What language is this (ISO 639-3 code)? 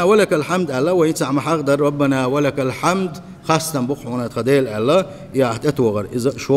che